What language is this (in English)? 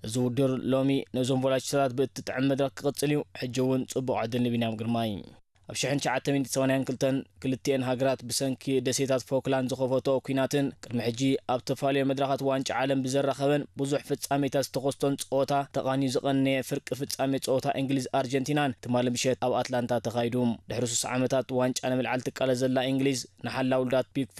Tigrinya